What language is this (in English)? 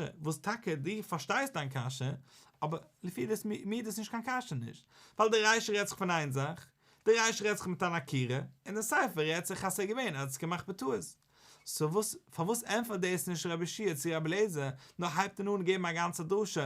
Yiddish